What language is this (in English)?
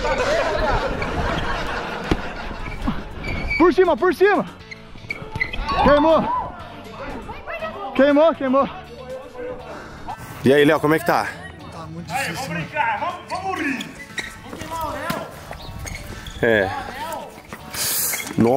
Portuguese